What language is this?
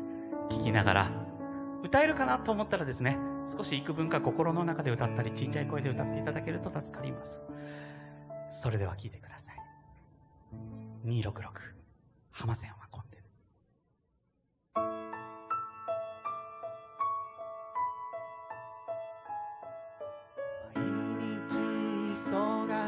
Japanese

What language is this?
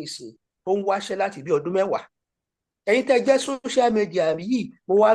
Yoruba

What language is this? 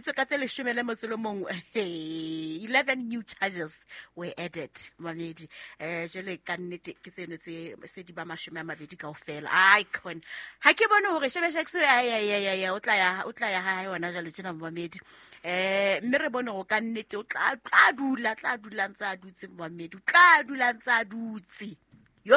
Southern Sotho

